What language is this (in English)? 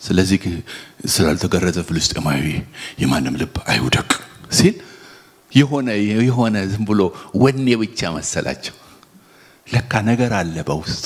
Amharic